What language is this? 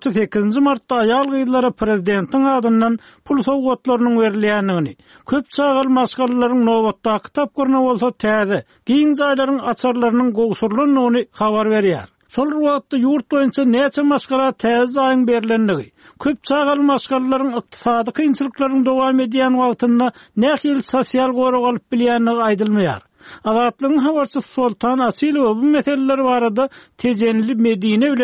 Turkmen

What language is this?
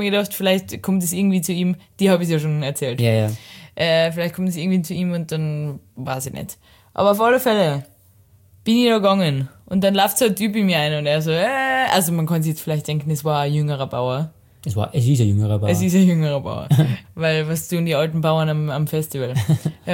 German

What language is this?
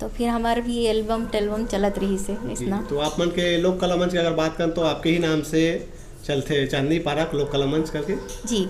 Chhattisgarhi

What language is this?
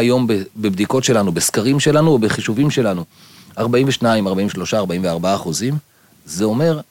Hebrew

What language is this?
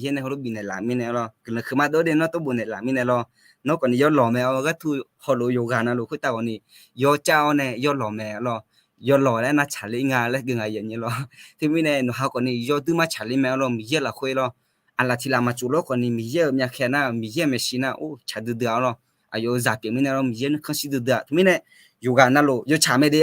Akha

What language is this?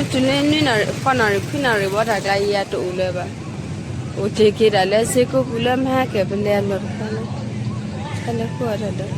S'gaw Karen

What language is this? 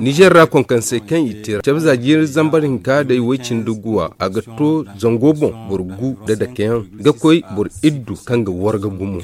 Zarma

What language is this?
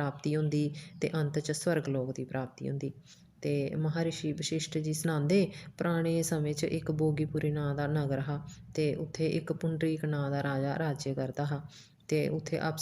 Dogri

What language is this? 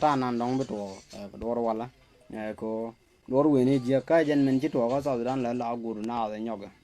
Nuer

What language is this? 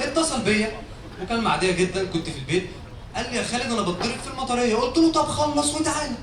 Egyptian Arabic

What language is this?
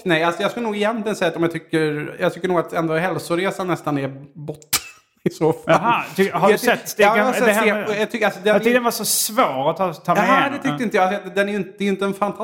Swedish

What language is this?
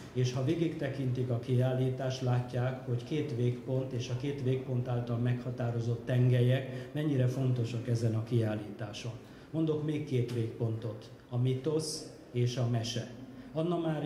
Hungarian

